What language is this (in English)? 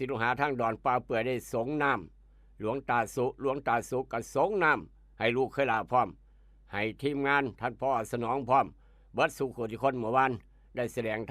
Northeastern Thai